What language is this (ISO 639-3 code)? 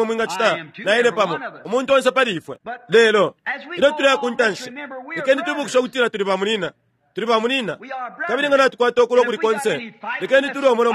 bem